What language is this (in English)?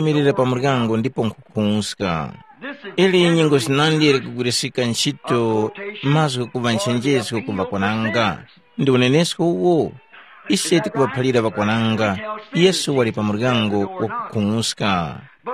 Tumbuka